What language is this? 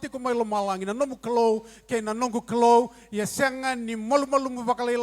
Fijian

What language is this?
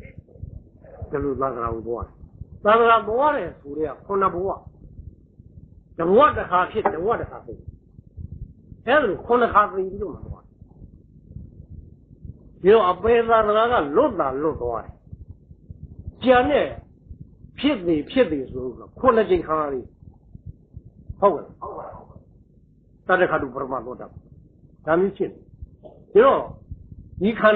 Burmese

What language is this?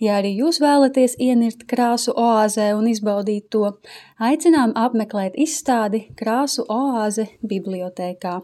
Latvian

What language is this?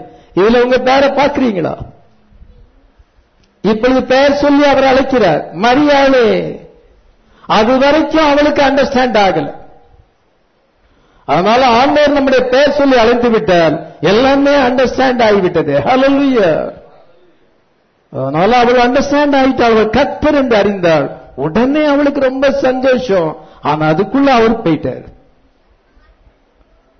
Tamil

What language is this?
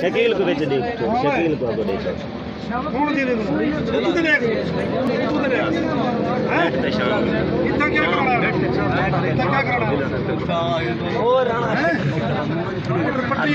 Saraiki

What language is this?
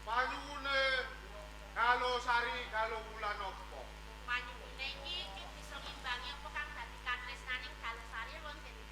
Javanese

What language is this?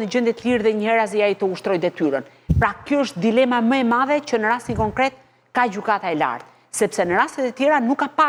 Albanian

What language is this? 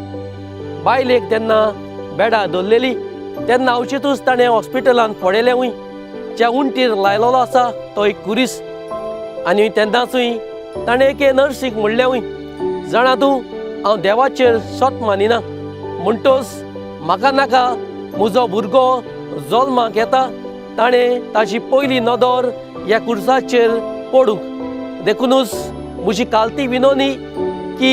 Konkani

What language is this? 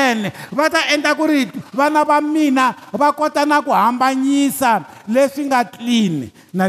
Tsonga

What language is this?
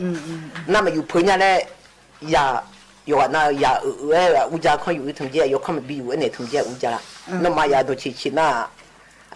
Akha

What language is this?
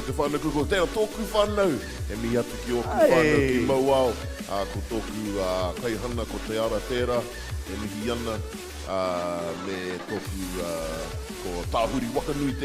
Māori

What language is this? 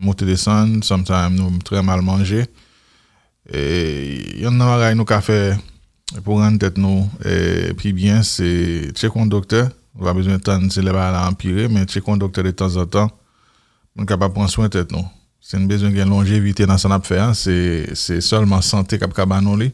Haitian Creole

